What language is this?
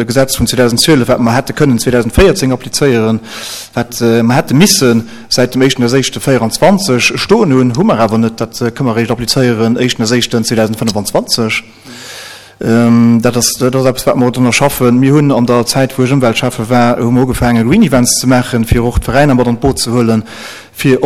Luxembourgish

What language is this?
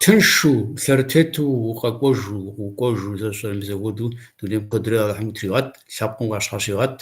Kabardian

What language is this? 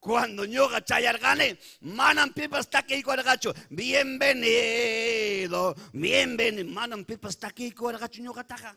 Ayacucho Quechua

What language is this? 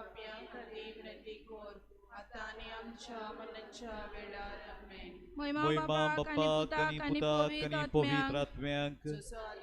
Konkani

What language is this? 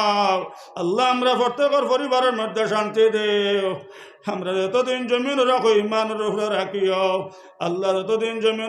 Sylheti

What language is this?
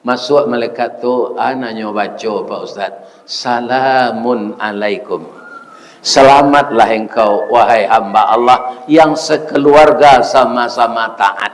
Minangkabau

